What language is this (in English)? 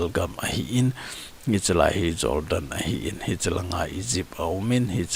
Thado Chin